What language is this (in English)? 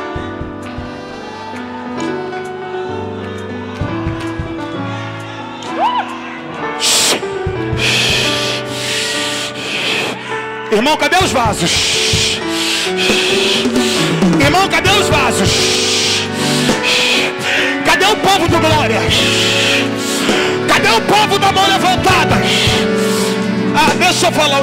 Portuguese